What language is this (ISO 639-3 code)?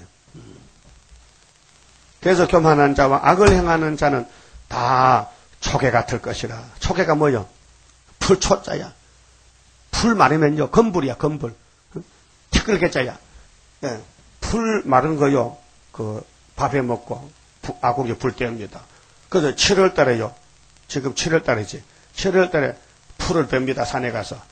kor